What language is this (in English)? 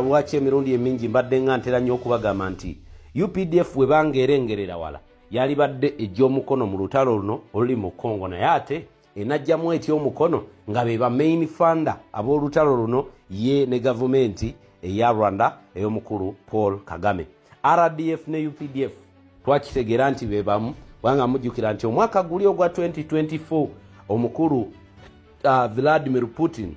Ganda